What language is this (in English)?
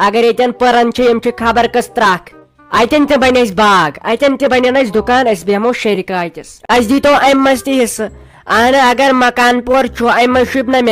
Kashmiri